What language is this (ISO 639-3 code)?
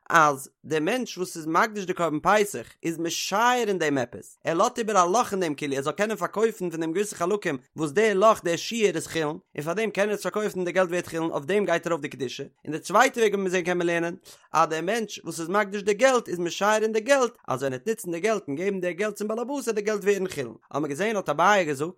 yid